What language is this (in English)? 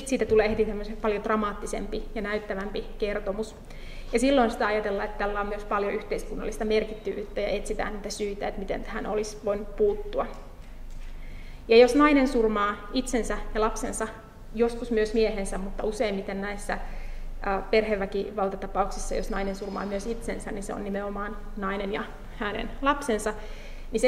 Finnish